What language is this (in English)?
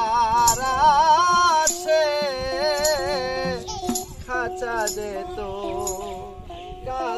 Bangla